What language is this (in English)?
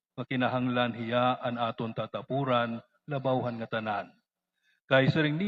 Waray